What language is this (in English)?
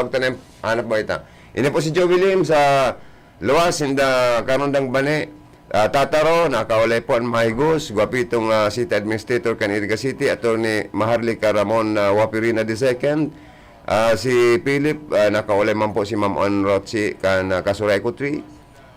Bikol